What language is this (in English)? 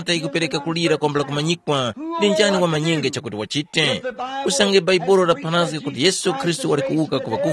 Tumbuka